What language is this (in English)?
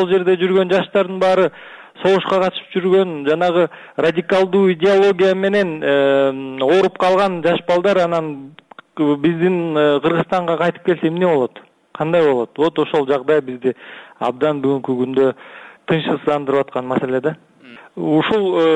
Kyrgyz